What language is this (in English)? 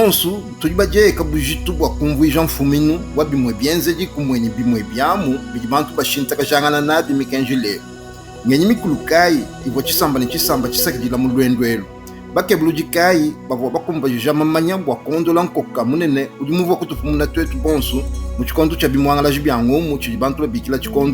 Luba-Lulua